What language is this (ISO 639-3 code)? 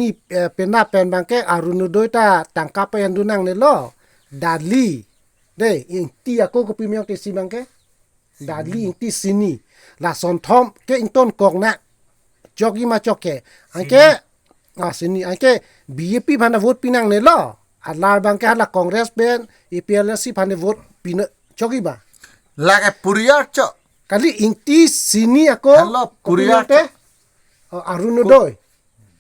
mjw